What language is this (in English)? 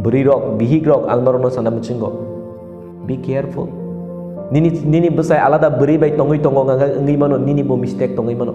Kok Borok